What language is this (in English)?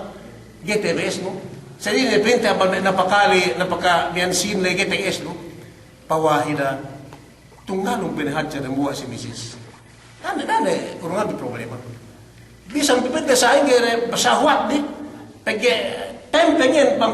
Yakan